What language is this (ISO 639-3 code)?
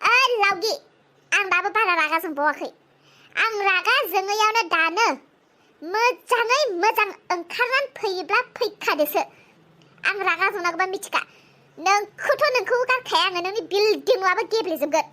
brx